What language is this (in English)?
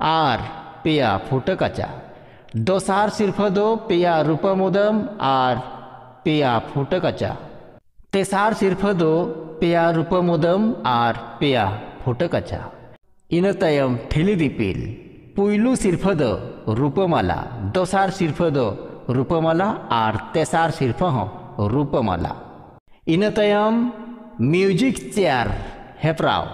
Santali